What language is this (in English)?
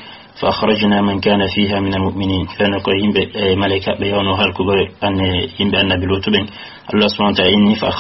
Fula